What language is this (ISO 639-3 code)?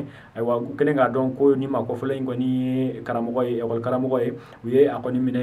bam